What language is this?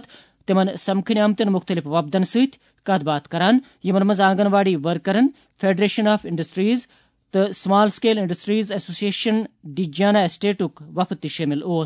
Kashmiri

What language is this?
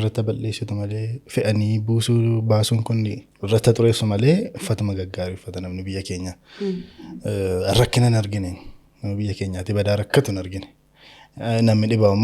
Oromo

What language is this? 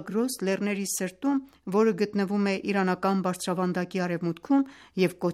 Armenian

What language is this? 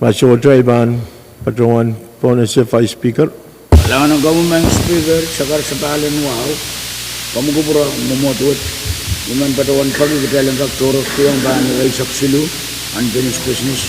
Pohnpeian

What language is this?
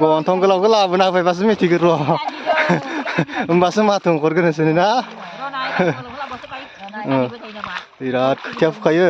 Bodo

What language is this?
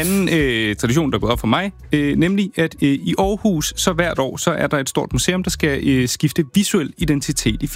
Danish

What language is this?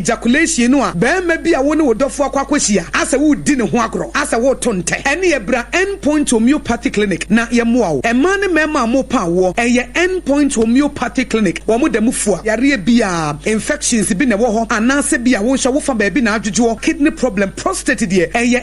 Akan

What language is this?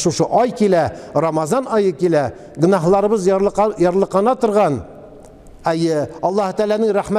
Tatar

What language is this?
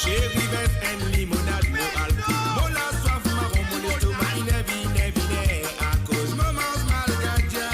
Morisyen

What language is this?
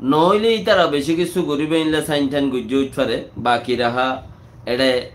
Rohingya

